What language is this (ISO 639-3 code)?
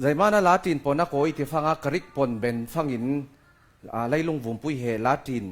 cfm